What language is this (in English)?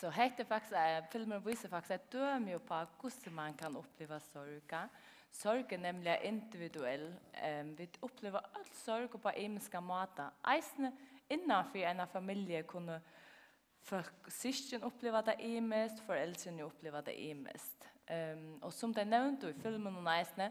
Faroese